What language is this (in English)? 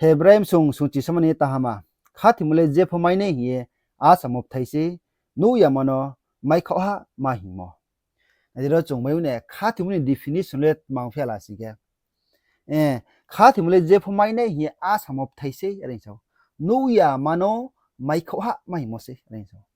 Riang (India)